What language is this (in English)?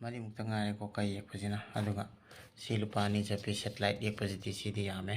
Manipuri